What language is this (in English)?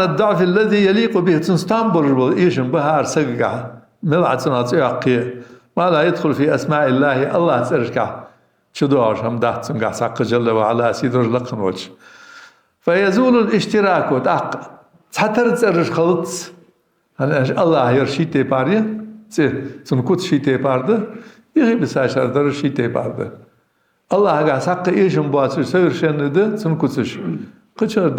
Ingush